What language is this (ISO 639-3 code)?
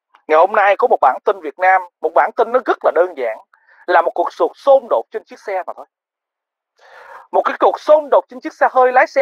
vie